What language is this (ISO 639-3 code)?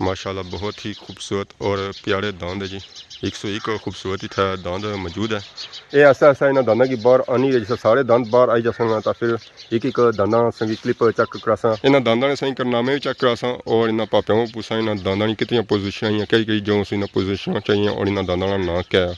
phr